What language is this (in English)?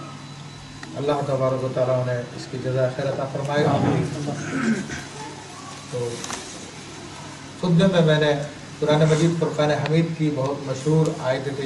Urdu